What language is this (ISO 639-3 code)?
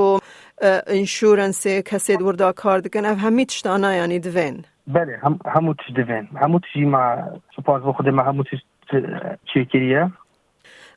kur